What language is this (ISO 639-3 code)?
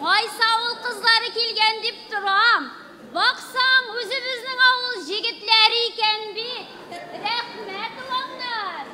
tat